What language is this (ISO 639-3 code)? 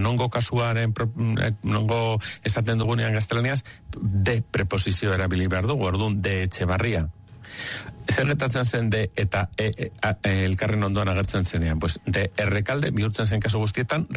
eus